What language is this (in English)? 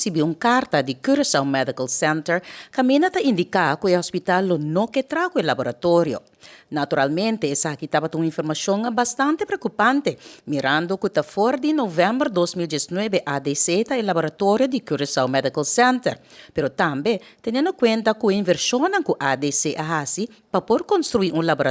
Papiamento